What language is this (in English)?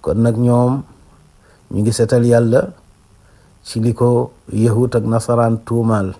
Wolof